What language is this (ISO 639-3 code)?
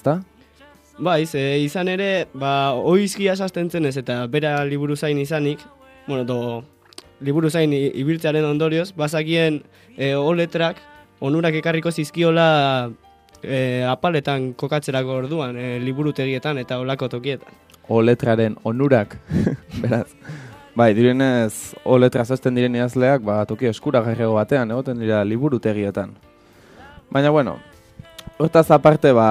eus